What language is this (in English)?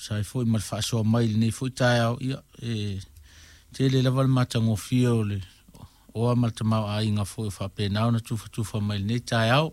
Samoan